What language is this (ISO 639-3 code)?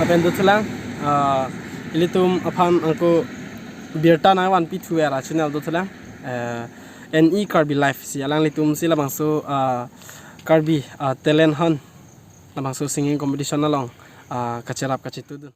mjw